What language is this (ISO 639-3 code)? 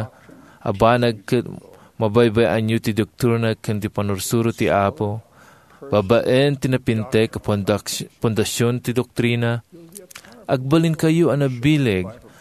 ilo